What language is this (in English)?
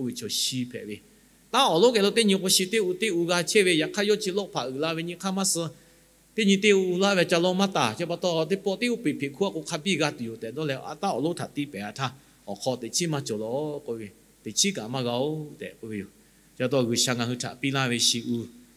Lahu